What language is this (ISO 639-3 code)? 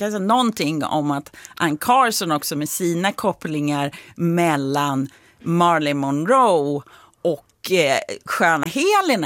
swe